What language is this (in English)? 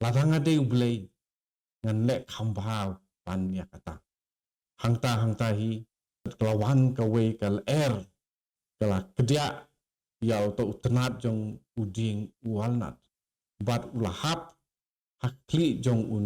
Khasi